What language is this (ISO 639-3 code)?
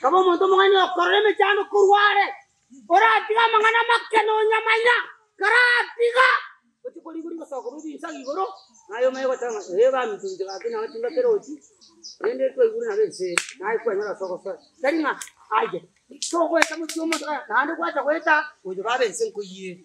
guz